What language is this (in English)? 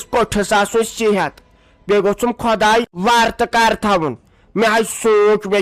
Kashmiri